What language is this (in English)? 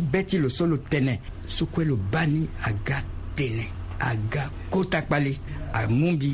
Sango